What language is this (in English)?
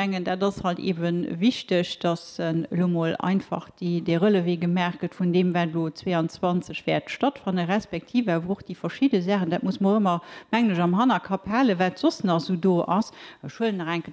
Luxembourgish